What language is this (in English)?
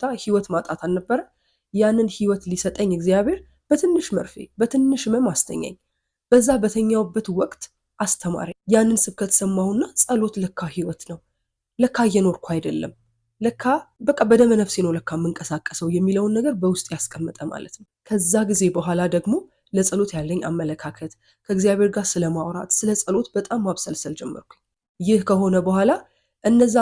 Amharic